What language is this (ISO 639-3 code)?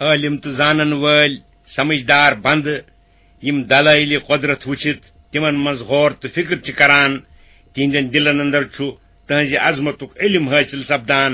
kas